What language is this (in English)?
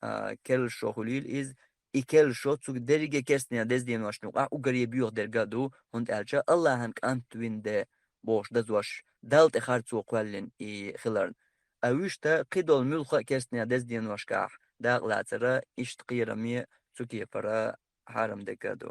Chechen